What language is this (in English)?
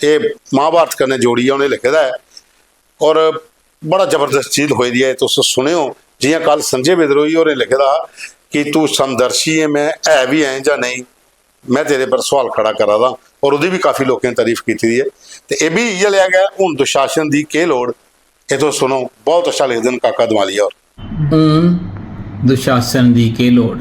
Dogri